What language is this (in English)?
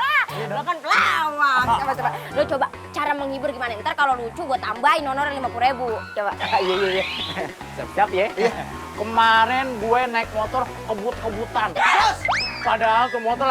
Betawi